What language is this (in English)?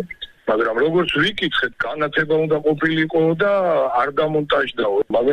Georgian